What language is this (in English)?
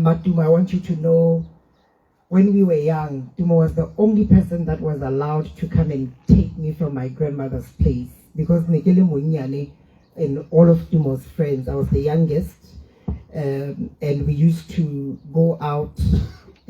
Tswana